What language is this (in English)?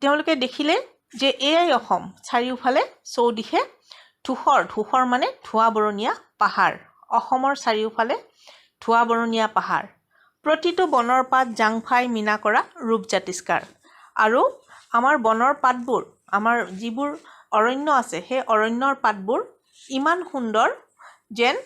Assamese